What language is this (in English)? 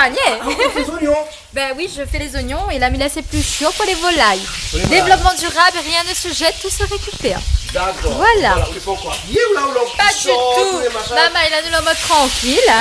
Réunion Creole French